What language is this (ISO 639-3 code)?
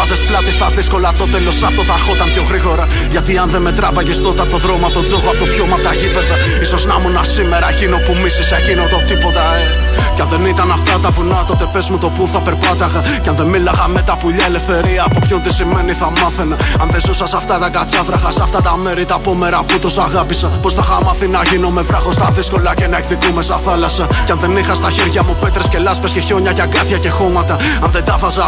ell